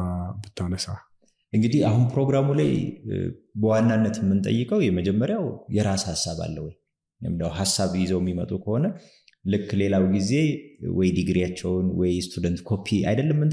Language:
Amharic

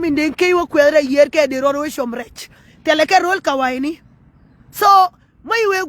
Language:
Nuer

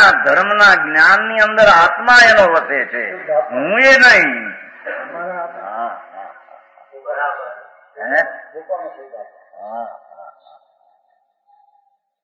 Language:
Gujarati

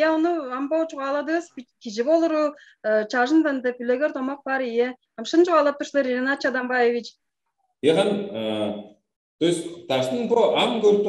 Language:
Tuvinian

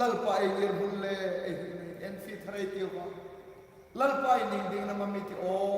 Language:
Hmar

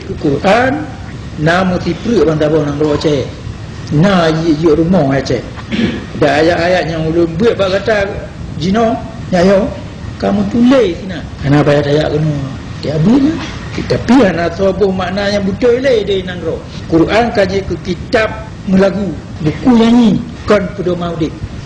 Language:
Achinese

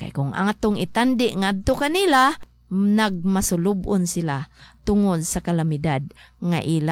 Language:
Cebuano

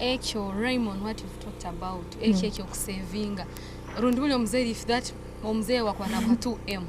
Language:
Nyankole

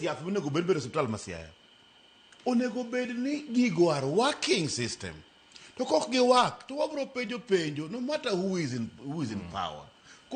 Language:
Luo (Kenya and Tanzania)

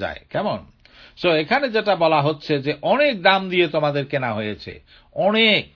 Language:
Bangla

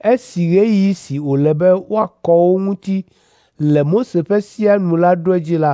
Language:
Ewe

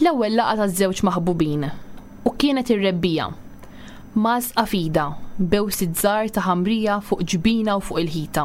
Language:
Maltese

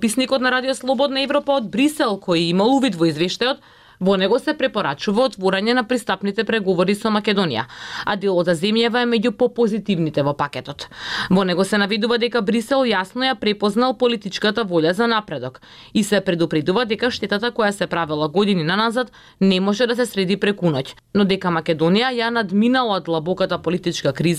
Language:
Macedonian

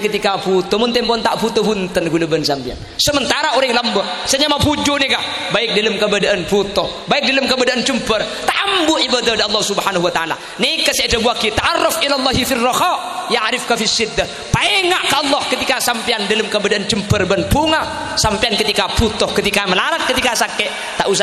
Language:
Madurese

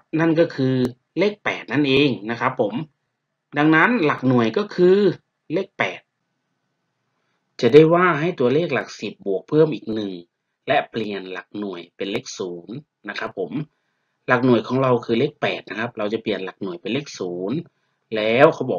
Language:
Thai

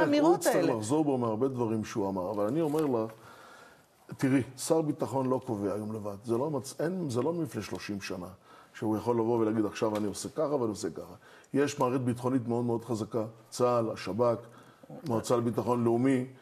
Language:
Hebrew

